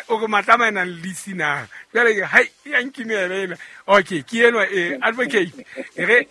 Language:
Southern Sotho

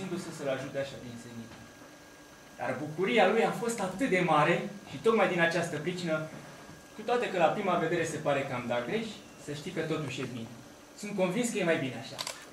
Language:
Romanian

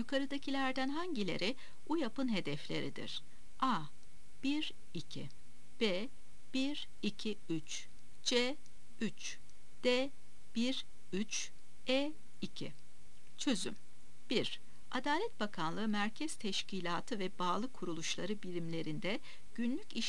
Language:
Turkish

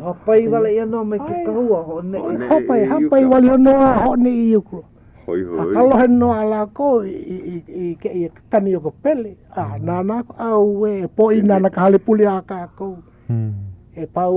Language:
Hawaiian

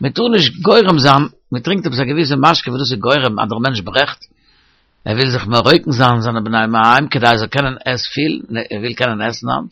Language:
Yiddish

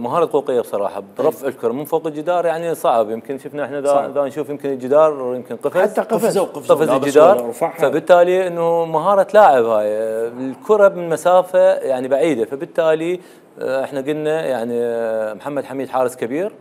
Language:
Mesopotamian Arabic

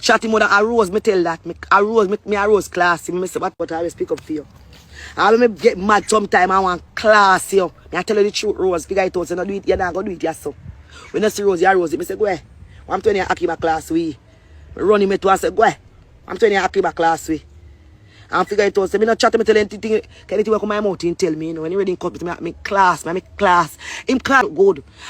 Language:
Jamaican Creole English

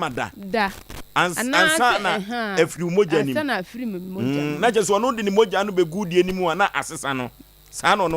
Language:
Akan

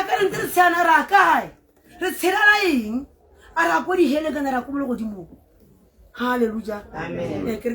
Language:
Tswana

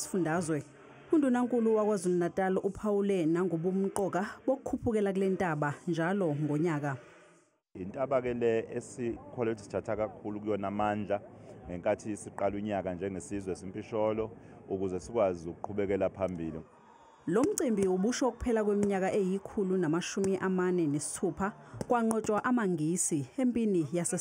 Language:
Zulu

